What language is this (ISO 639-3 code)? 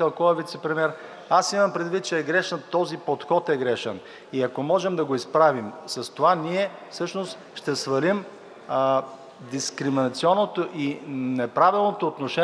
bul